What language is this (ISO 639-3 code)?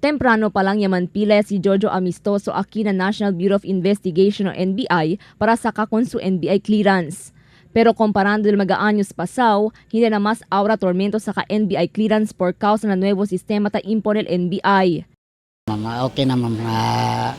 cbk